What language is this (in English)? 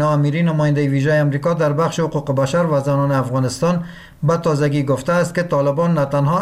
Persian